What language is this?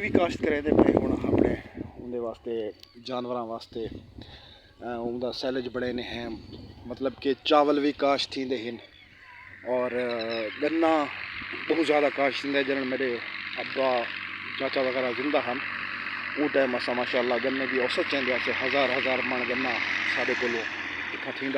Saraiki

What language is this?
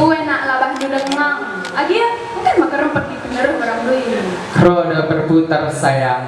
Batak Karo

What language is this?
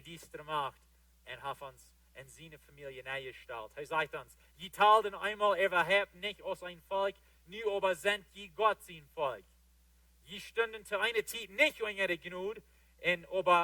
Plautdietsch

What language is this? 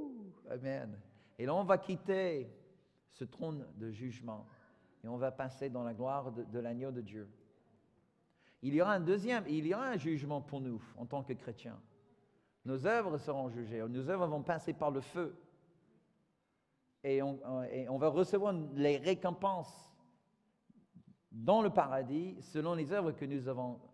French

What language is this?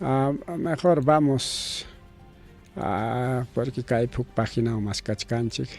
Ayacucho Quechua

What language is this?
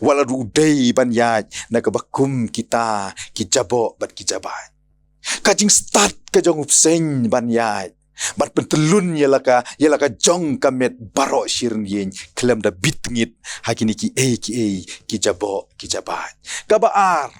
Khasi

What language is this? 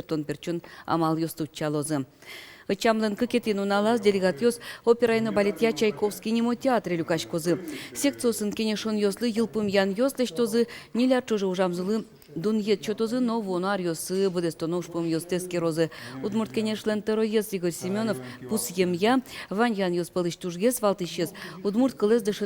Udmurt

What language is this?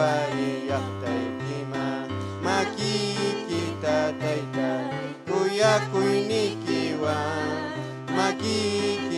Ayacucho Quechua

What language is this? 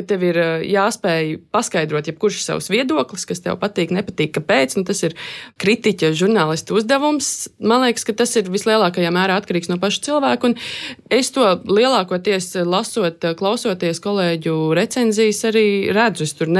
Latvian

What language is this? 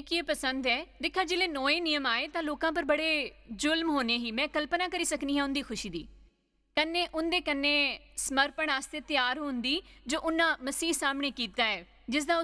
Dogri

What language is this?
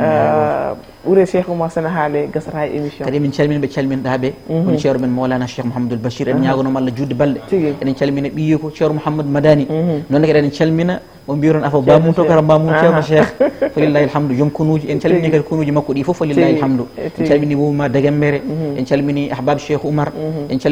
Fula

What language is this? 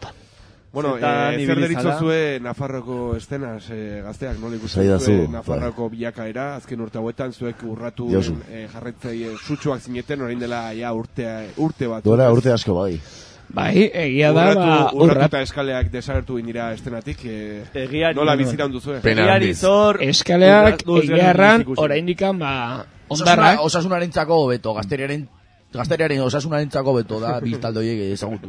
Basque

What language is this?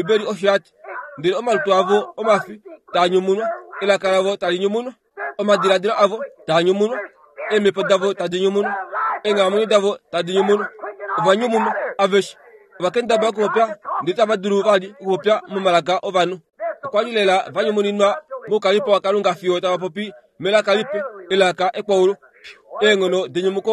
Kuanyama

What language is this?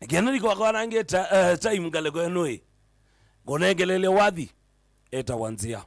Kamba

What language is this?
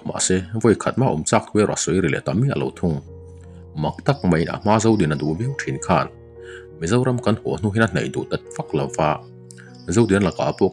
Mizo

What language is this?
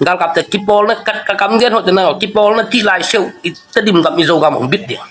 Tedim Chin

